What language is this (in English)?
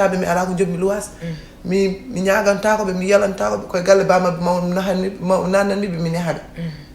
Fula